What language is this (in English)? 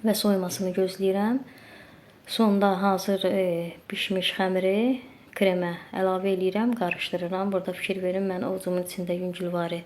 Azerbaijani